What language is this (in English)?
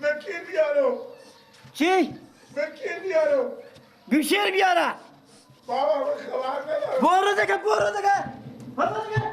Persian